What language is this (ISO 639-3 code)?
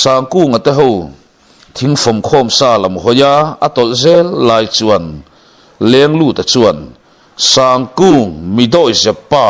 lus